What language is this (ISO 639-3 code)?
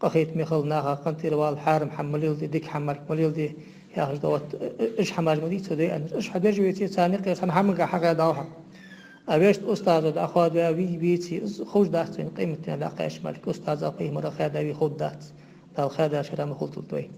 inh